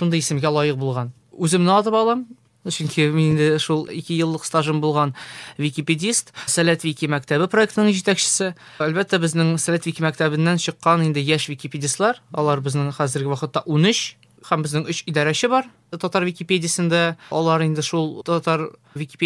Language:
Tatar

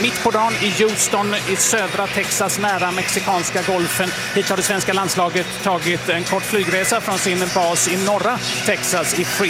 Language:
Swedish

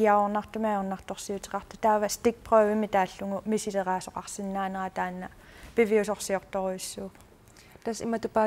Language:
Kalaallisut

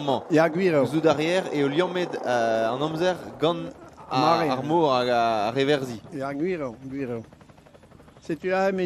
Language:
Breton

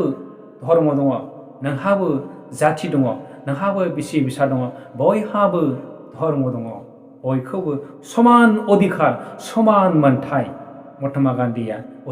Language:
Bodo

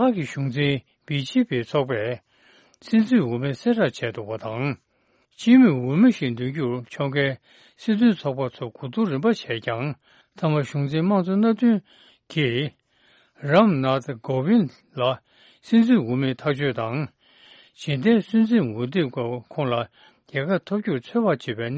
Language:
Tibetan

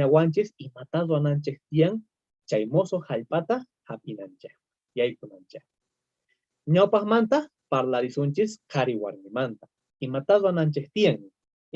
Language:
South Bolivian Quechua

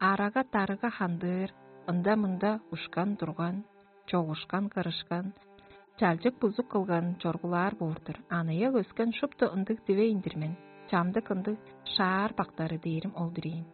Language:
Tuvinian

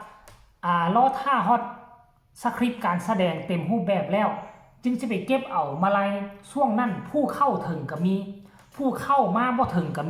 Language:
Northeastern Thai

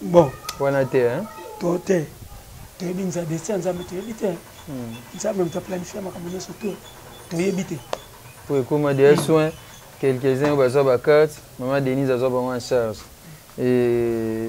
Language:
Lingala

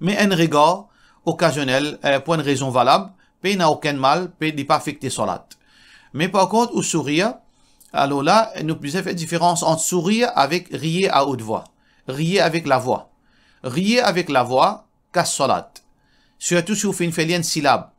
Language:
Morisyen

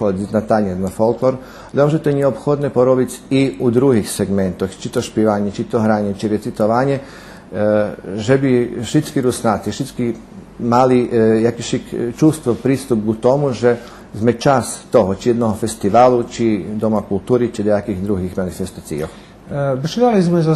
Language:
Rusyn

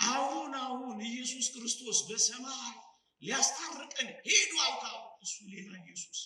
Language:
Amharic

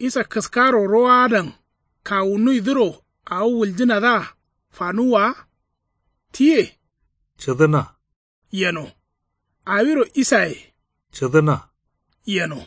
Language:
Kanuri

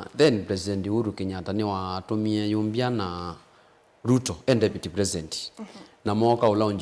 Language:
Kamba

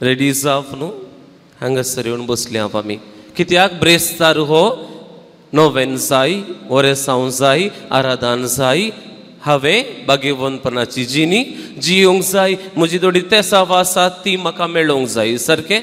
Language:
Konkani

